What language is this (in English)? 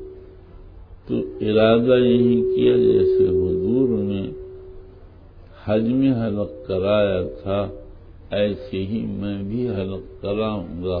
Urdu